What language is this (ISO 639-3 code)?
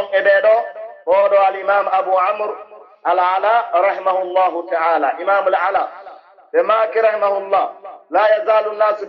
fuf